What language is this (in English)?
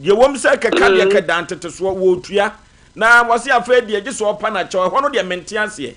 Akan